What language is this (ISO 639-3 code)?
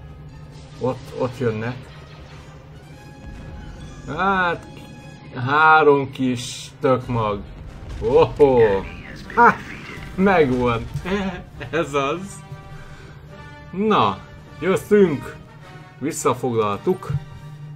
hun